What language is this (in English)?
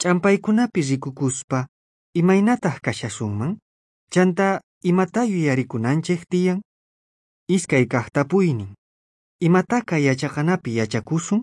South Bolivian Quechua